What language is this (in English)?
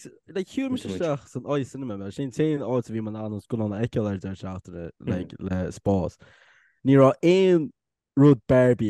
Irish